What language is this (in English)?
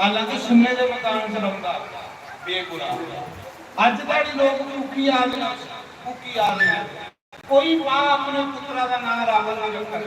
Dogri